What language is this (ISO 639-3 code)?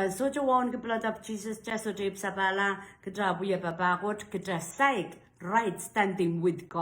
pon